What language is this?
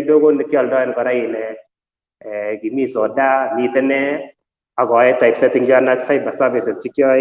Kalenjin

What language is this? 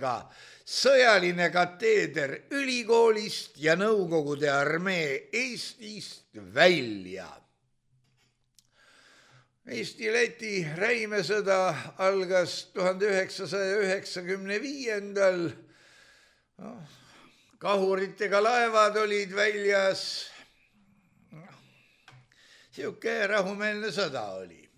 Estonian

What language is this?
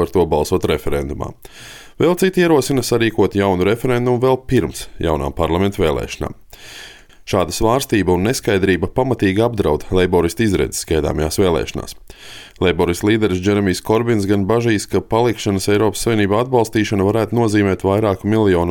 Latvian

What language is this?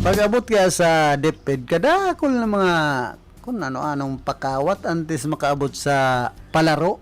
Bikol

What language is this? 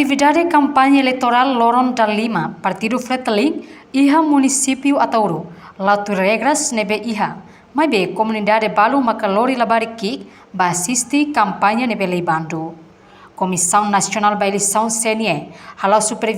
Tetum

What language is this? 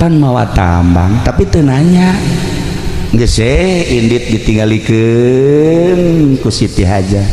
Sundanese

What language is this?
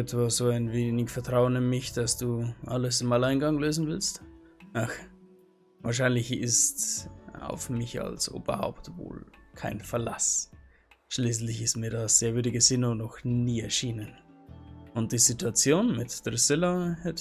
Bavarian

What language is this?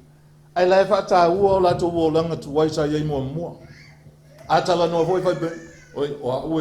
Samoan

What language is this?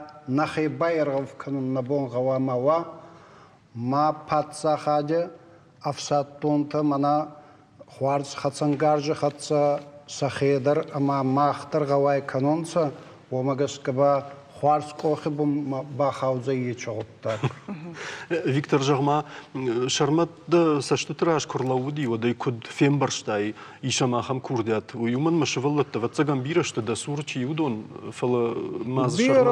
Ossetic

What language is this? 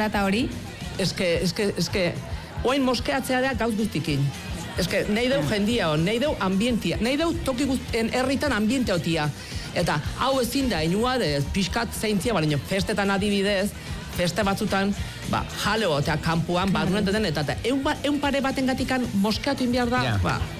Basque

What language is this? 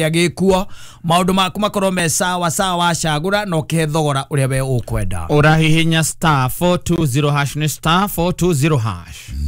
Kikuyu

